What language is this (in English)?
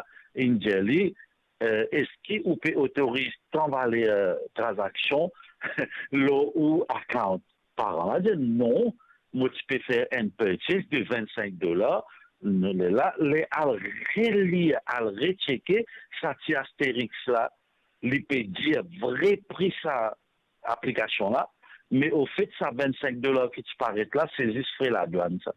Morisyen